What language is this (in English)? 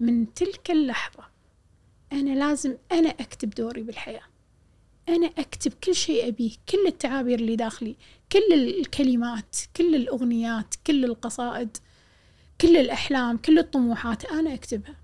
Gulf Arabic